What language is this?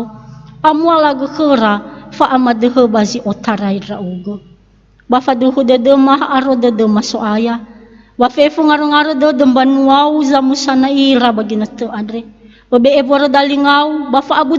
Nias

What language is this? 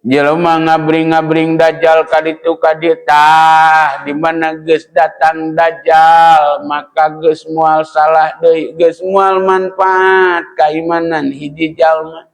Sundanese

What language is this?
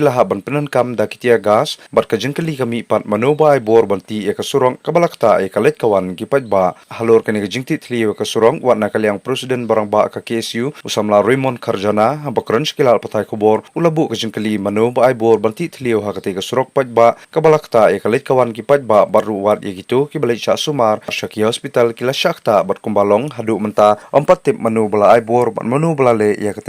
Khasi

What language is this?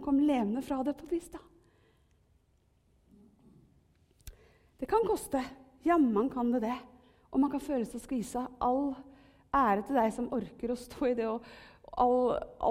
Norwegian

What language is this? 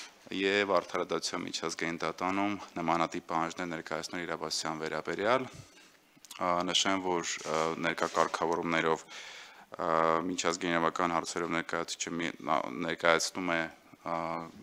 Armenian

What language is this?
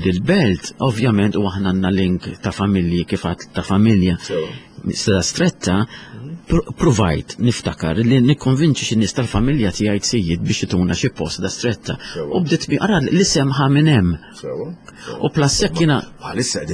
Maltese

